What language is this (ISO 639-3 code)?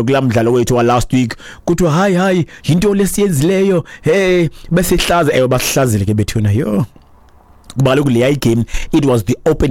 xho